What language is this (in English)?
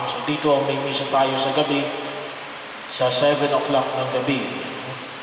Filipino